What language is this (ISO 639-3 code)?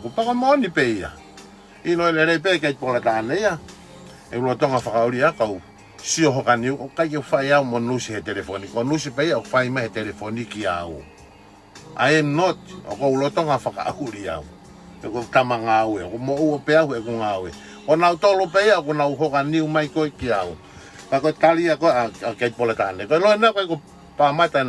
ton